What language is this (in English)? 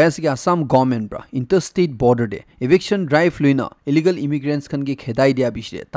Naga Pidgin